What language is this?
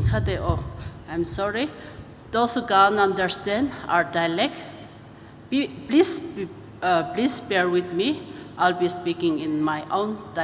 Tangkhul Naga (India)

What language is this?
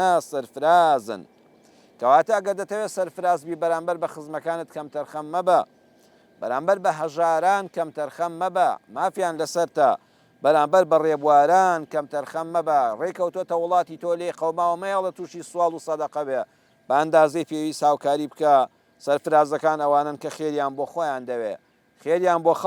Central Kurdish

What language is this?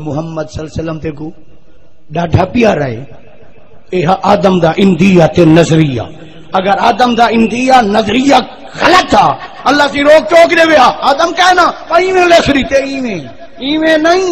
Saraiki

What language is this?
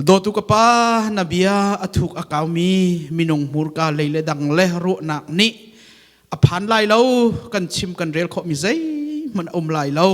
Hakha Chin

